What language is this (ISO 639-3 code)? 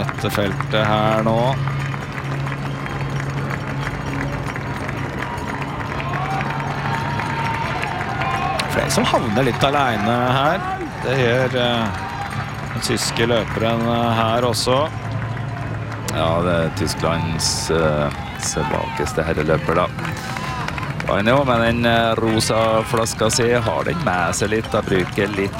nor